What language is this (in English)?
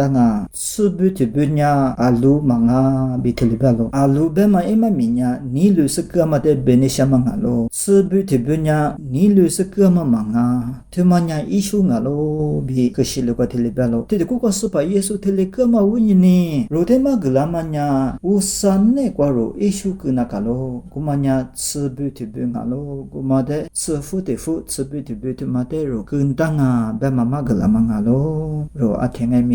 Lisu